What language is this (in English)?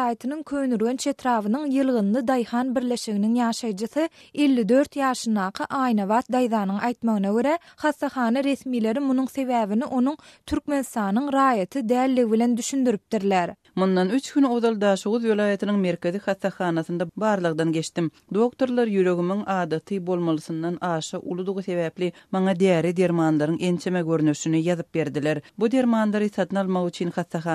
Turkmen